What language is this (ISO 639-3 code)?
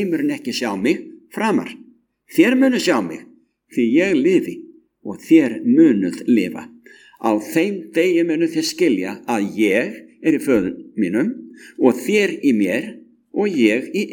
isl